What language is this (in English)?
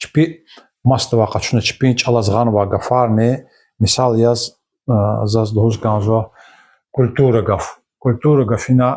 Lezghian